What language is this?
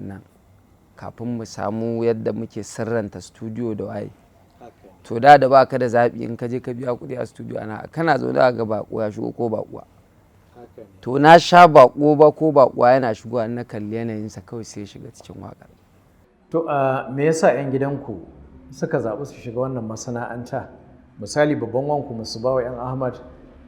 Hausa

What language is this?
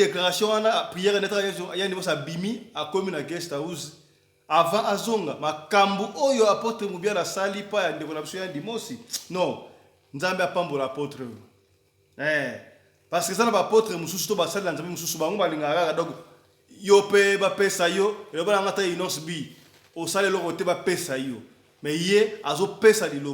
Lingala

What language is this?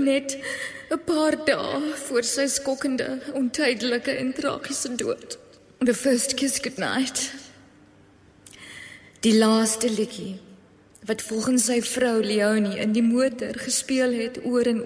Afrikaans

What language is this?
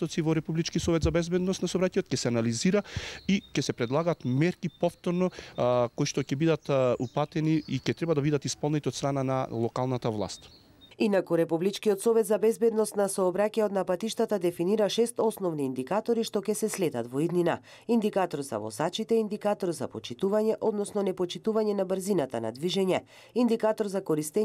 Macedonian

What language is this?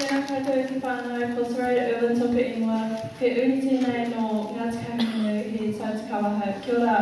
Māori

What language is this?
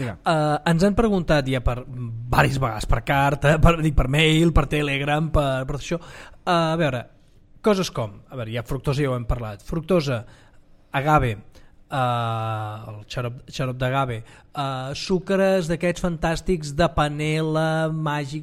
Catalan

